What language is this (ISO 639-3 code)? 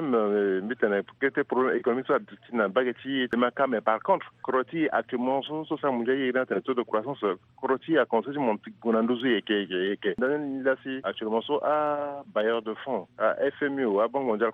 sag